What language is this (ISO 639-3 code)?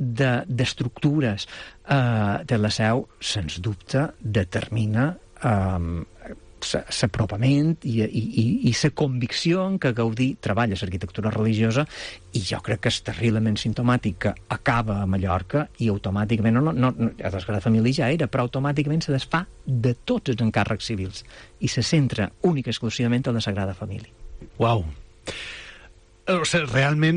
cat